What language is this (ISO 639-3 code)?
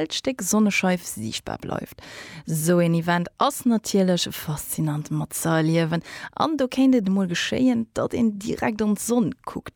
ltz